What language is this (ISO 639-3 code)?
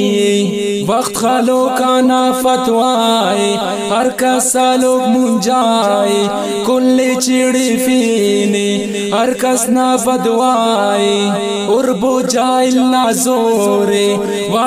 brh